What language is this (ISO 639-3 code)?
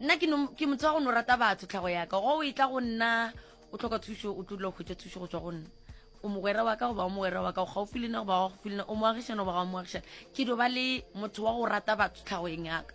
nso